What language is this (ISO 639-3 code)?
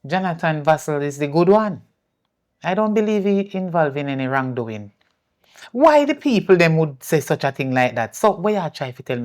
jam